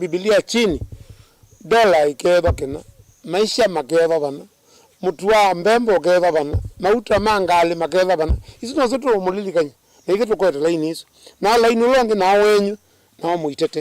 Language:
Kamba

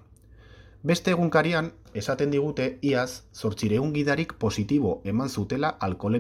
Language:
Basque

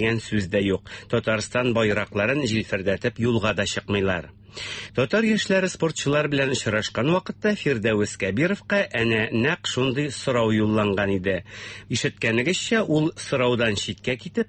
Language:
Tatar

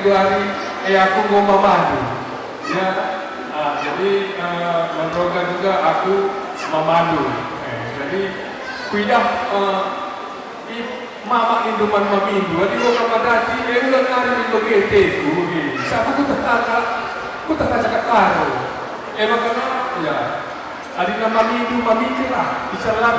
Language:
Batak Karo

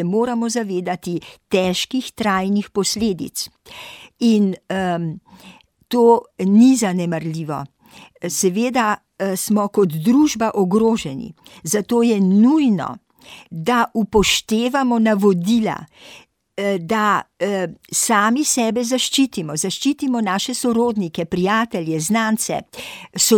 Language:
Slovenian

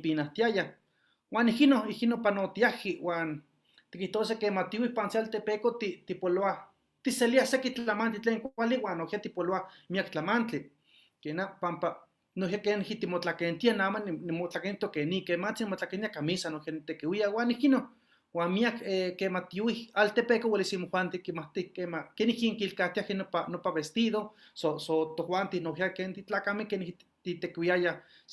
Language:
Eastern Huasteca Nahuatl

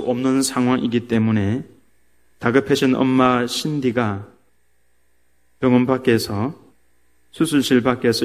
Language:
Korean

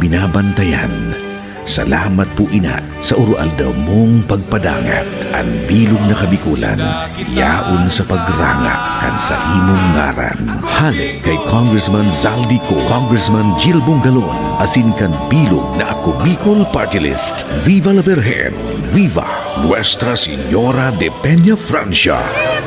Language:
Bikol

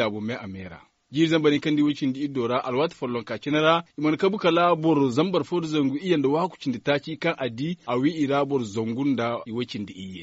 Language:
Zarma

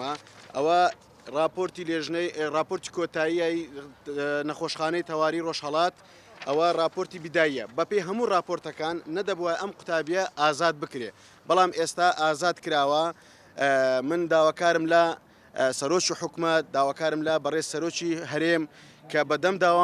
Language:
Central Kurdish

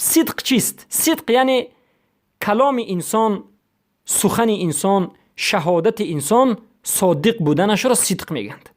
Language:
Persian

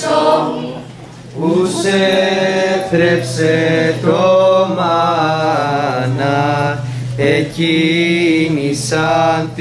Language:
Greek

